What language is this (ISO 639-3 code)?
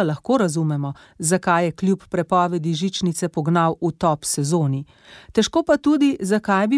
slv